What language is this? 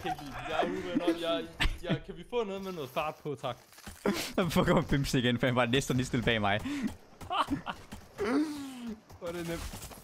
Danish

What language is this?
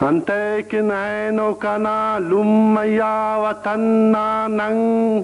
Brahui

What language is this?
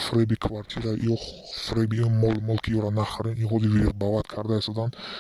Tajik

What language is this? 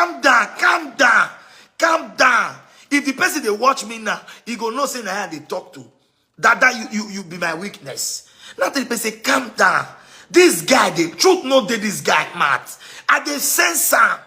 Nigerian Pidgin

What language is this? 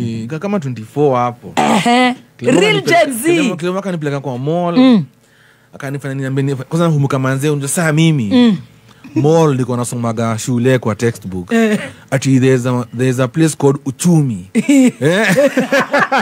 Swahili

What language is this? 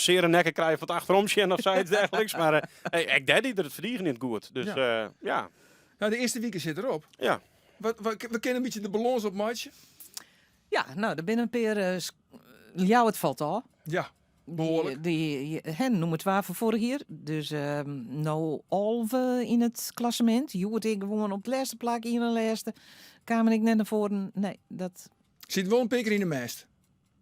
Western Frisian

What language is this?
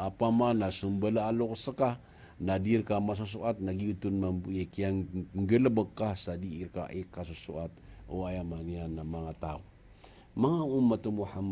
Maranao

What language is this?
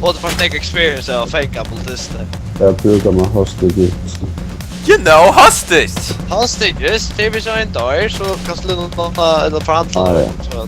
Faroese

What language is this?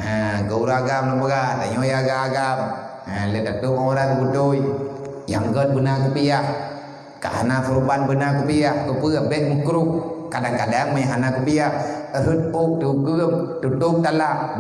Achinese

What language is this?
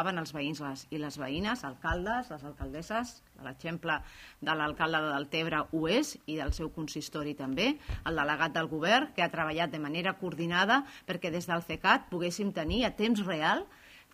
Catalan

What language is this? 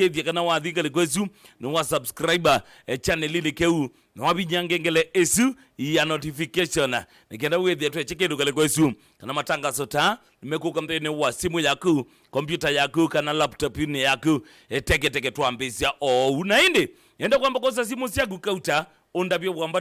Kamba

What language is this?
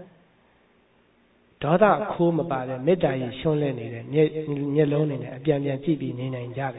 Burmese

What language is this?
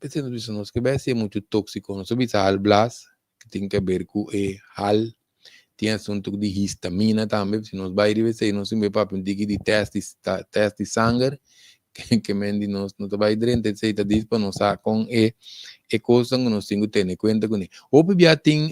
Papiamento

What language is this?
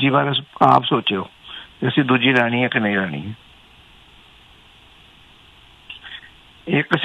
Punjabi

